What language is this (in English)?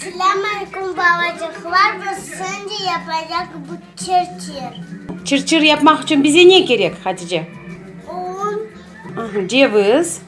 Crimean Tatar